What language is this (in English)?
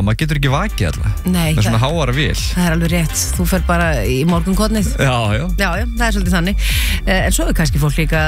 Icelandic